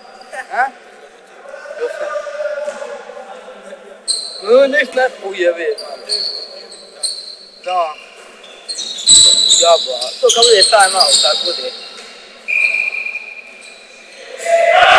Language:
Croatian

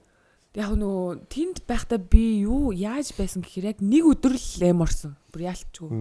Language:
Mongolian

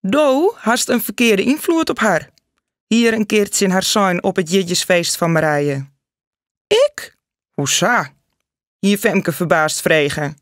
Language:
Western Frisian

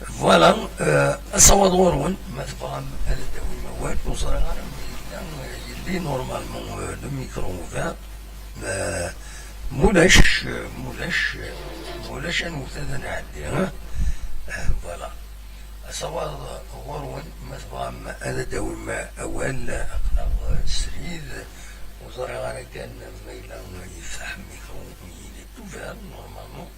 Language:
Kabyle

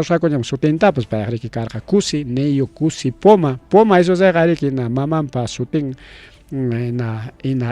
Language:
Ayacucho Quechua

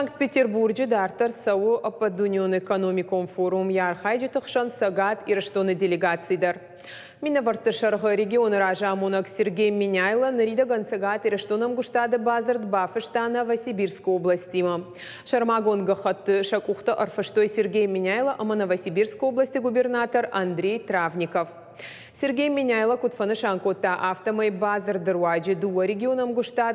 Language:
Ossetic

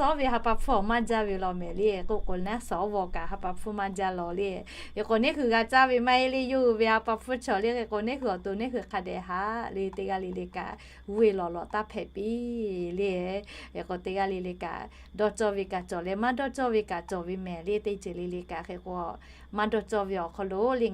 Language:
Lahu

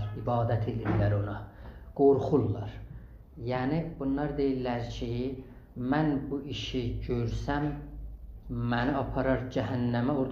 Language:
South Azerbaijani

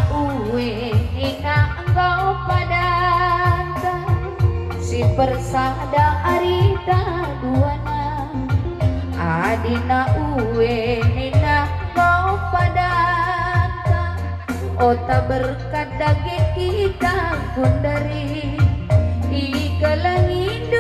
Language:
Batak Karo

